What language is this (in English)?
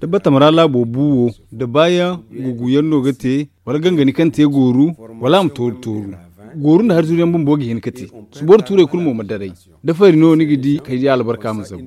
Zarma